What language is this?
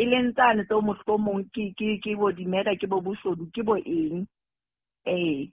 Southern Sotho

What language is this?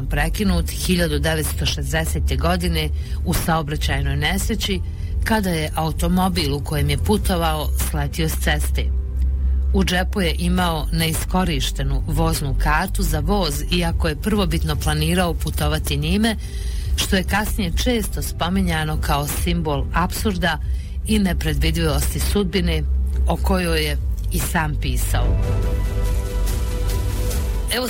Bosnian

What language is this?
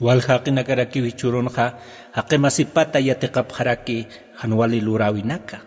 Aymara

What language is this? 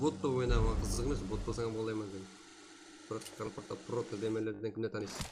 Kara-Kalpak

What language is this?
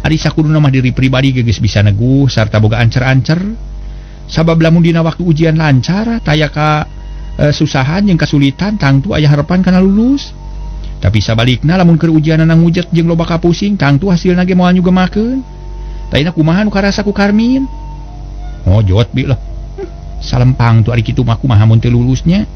Sundanese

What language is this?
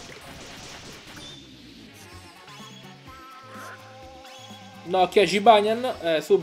Italian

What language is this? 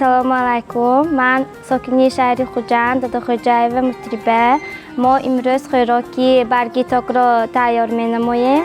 Tajik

